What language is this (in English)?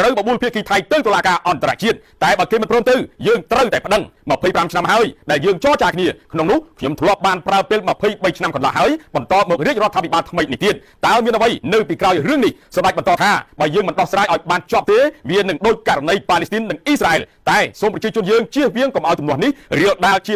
Khmer